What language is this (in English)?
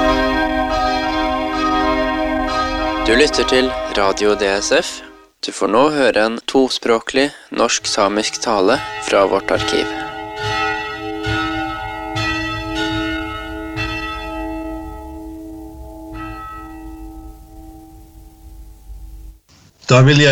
Norwegian